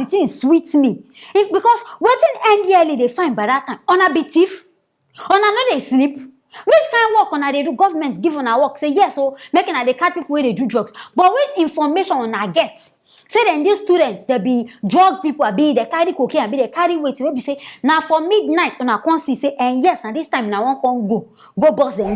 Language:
Nigerian Pidgin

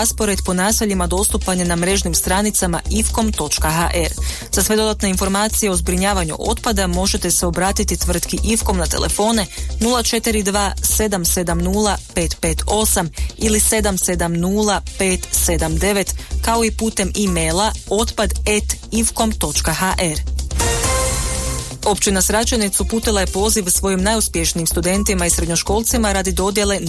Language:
Croatian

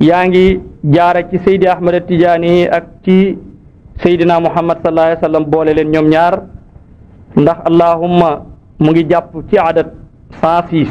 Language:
Wolof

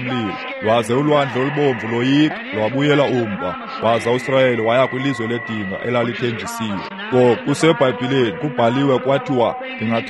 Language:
Xhosa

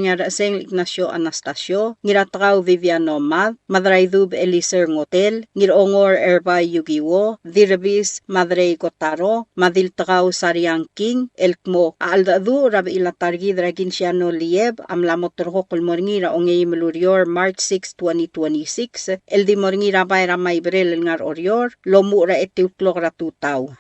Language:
Palauan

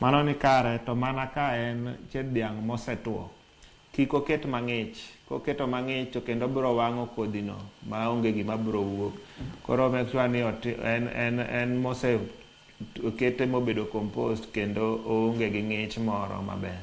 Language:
Luo (Kenya and Tanzania)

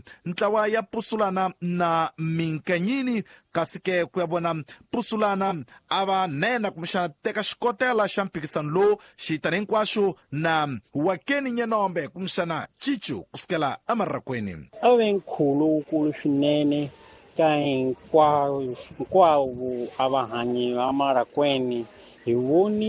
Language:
Tsonga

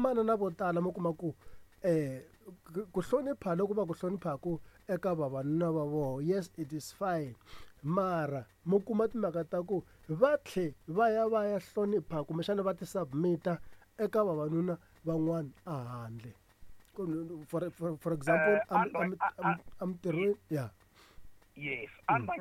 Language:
Tsonga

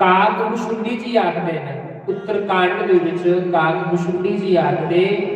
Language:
Dogri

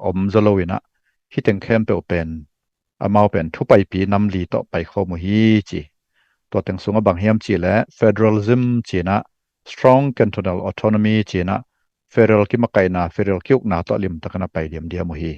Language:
Tedim Chin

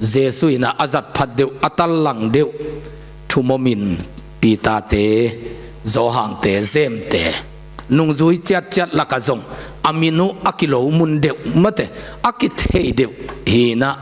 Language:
Tedim Chin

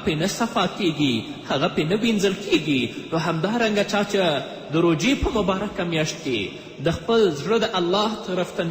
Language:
Pashto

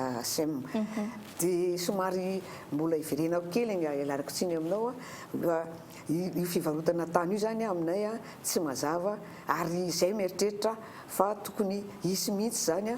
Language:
Malagasy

